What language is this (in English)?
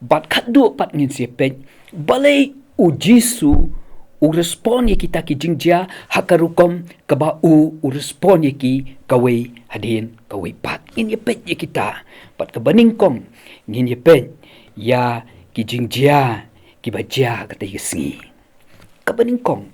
Khasi